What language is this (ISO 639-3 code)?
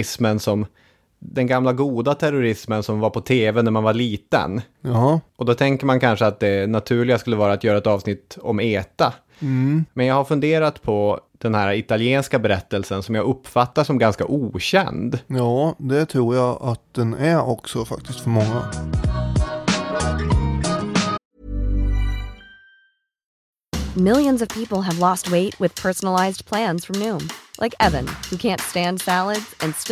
swe